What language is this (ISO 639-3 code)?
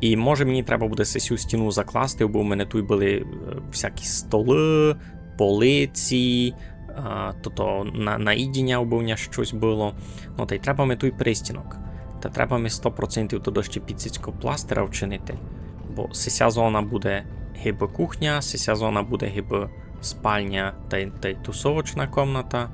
rue